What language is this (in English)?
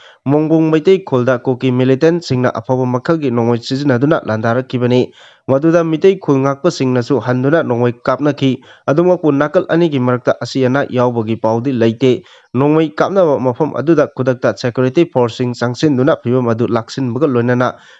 Manipuri